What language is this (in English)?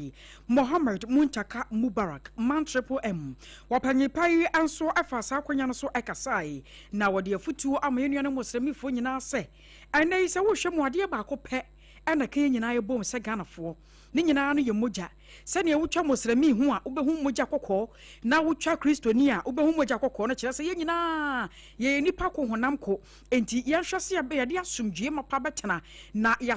Akan